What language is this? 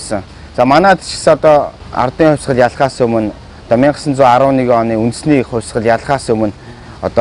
Mongolian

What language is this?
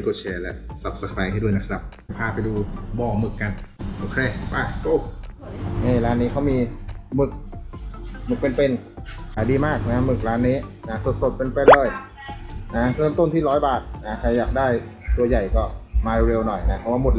Thai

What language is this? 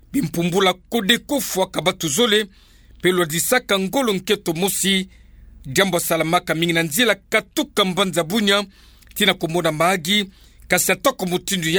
Kituba (Democratic Republic of Congo)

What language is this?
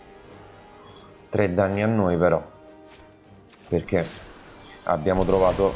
Italian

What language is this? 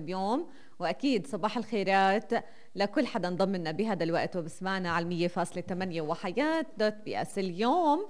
North Levantine Arabic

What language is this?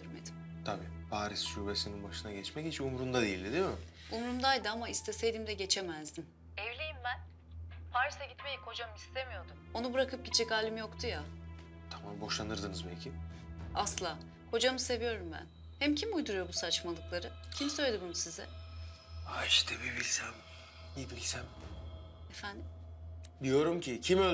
Turkish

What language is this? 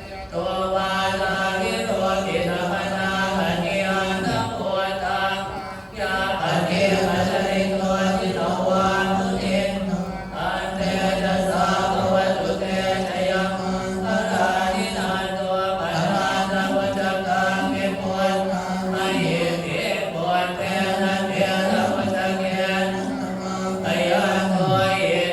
Pali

